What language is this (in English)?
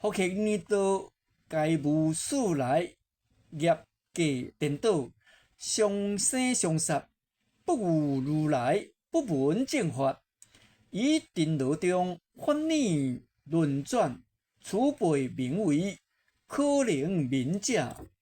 Min Nan Chinese